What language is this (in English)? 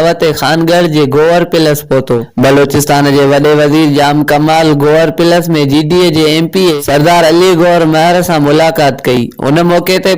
Sindhi